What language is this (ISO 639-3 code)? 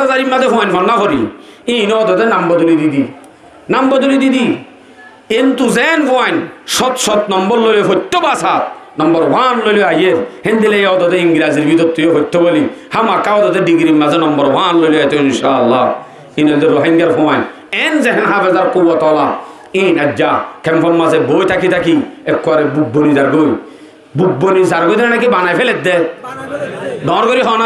rhg